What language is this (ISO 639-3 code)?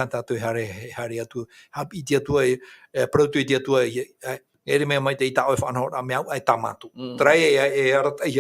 tah